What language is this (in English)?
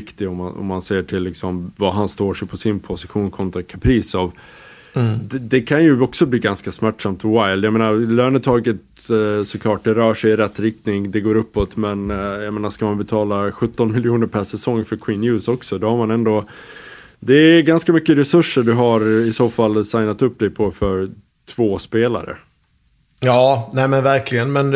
Swedish